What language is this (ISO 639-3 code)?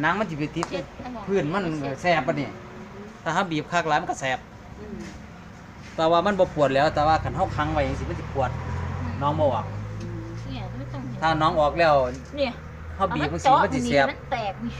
tts